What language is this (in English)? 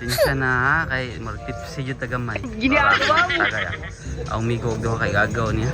Cebuano